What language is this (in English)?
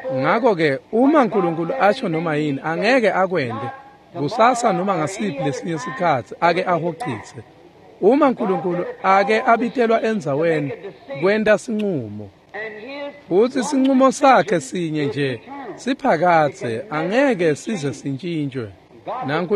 Swati